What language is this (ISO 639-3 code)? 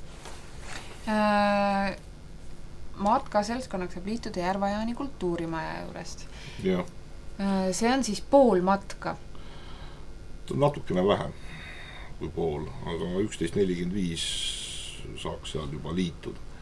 est